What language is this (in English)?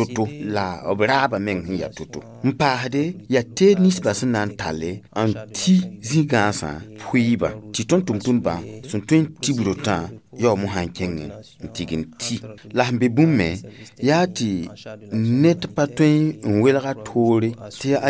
Mossi